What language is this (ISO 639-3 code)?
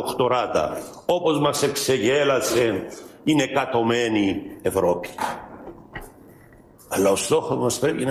ell